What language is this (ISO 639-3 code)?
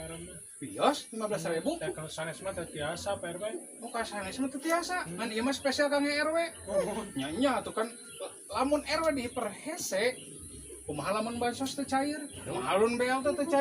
sun